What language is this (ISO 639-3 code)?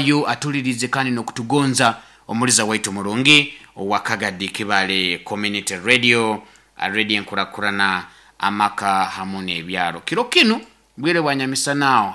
nyn